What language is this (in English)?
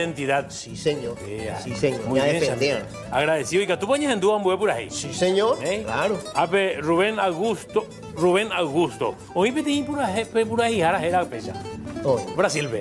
Guarani